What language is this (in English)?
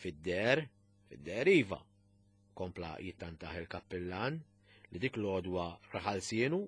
Maltese